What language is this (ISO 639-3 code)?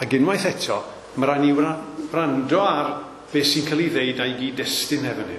cym